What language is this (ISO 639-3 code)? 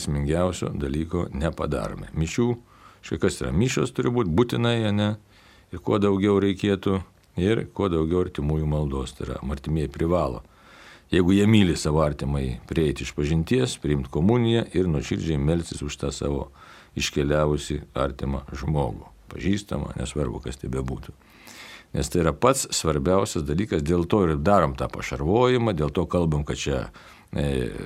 lit